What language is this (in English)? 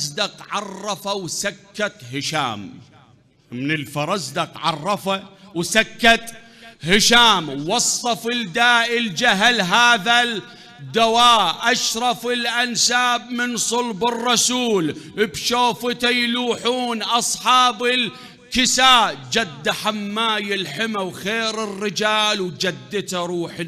Mesopotamian Arabic